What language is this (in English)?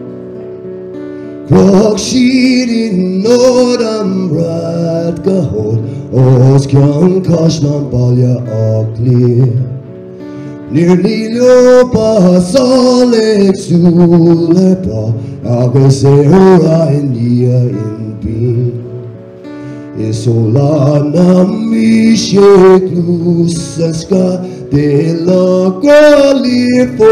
English